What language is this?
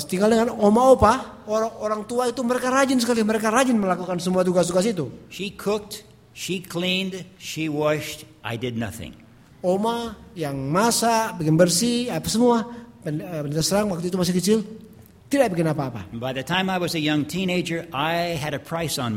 Indonesian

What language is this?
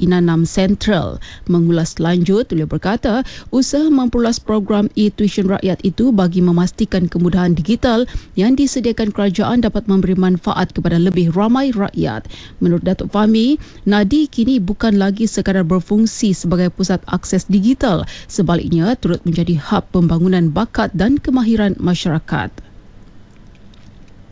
Malay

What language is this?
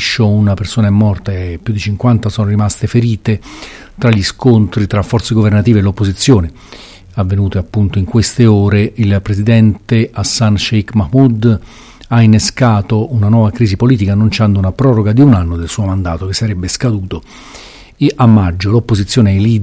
Italian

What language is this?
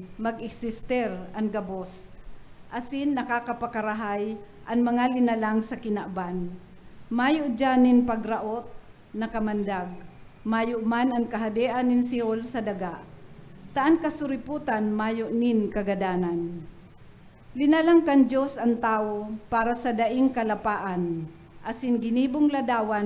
Bikol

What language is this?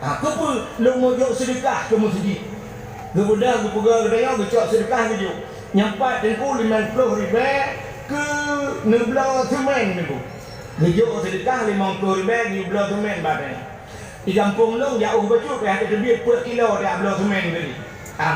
Achinese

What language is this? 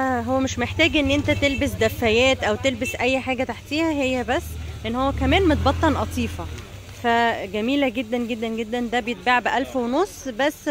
Egyptian Arabic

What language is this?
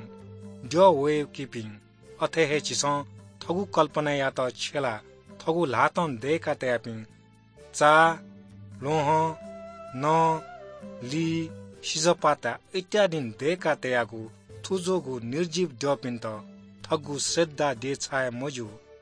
Newari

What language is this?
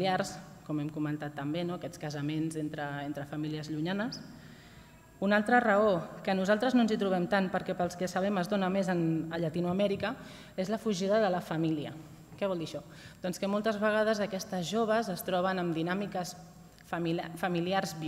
Catalan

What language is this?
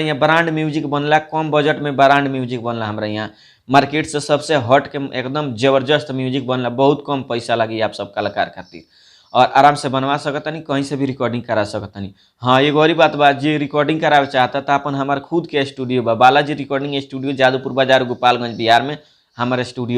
Bhojpuri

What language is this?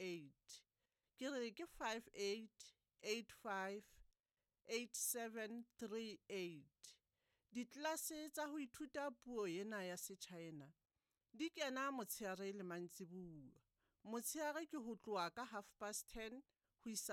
Southern Sotho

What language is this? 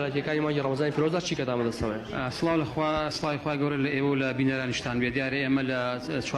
Central Kurdish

